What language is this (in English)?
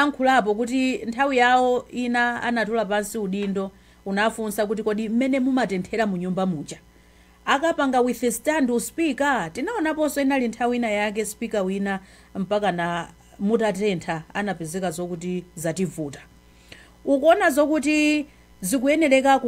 Nyanja